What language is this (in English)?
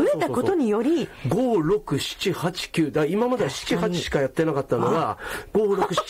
Japanese